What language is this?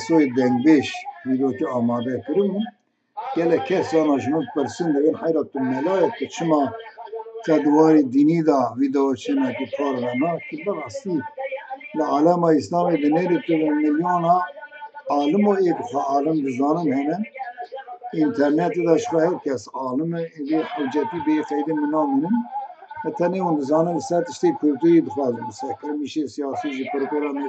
Kurdish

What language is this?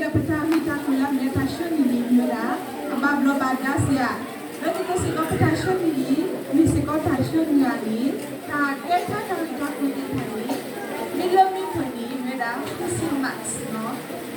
S'gaw Karen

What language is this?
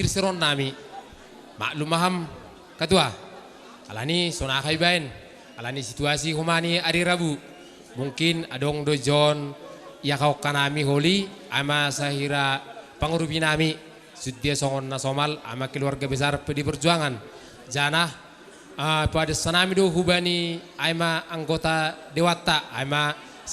Batak Simalungun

